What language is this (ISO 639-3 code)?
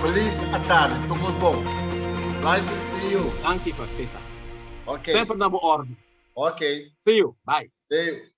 pap